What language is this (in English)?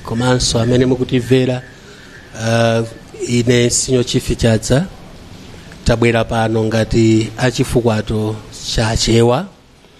Nyanja